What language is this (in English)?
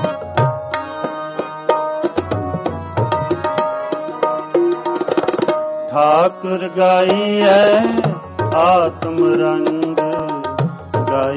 Punjabi